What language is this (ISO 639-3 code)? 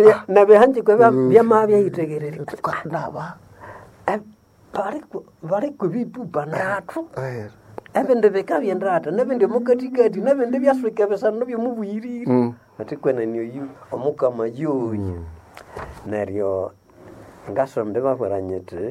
nnb